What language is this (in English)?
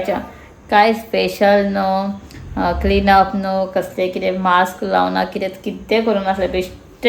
Konkani